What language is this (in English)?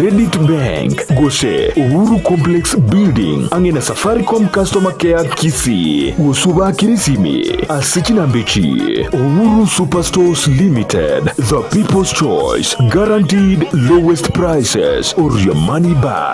Gusii